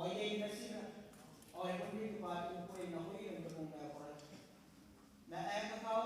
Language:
Gilbertese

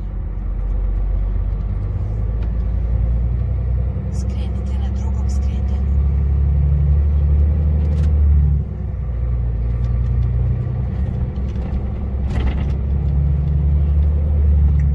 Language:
Croatian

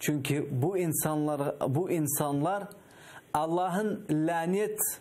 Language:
Crimean Tatar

